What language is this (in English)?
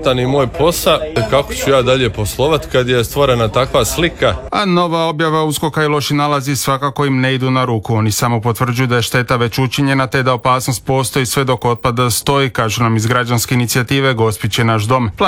Croatian